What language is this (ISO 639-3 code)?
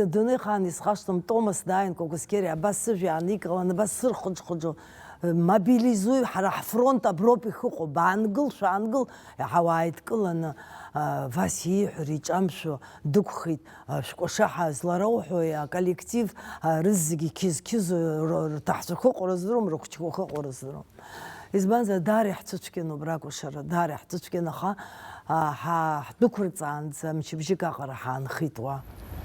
abk